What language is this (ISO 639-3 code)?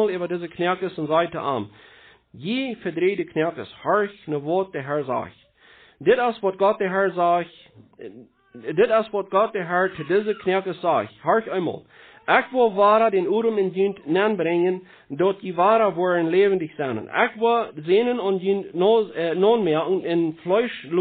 pdt